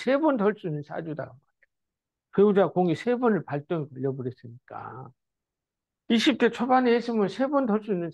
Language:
Korean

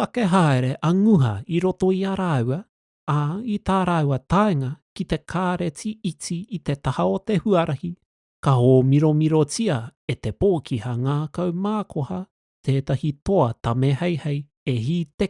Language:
Māori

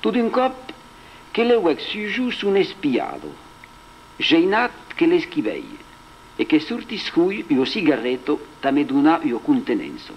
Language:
Occitan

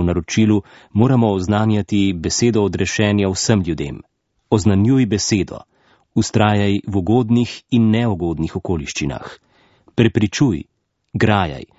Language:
Slovenian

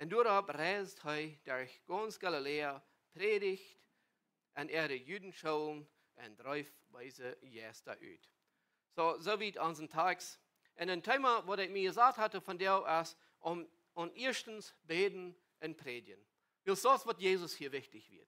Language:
Plautdietsch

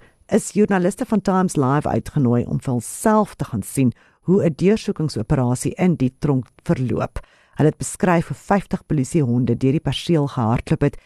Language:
Afrikaans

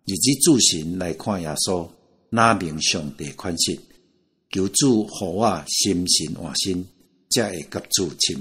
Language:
Min Nan Chinese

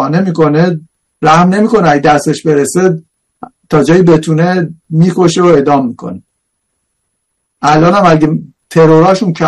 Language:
Persian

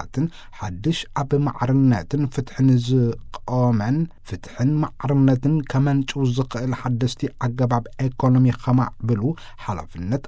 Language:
Tigrinya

